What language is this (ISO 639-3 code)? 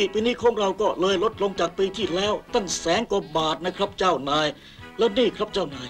tha